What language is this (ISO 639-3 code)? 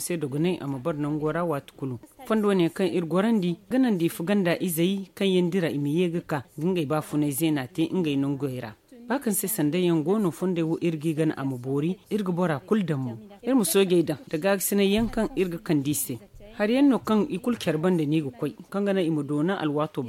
dje